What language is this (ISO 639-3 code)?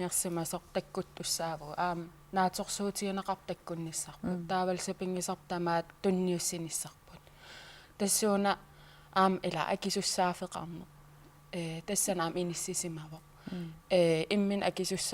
kal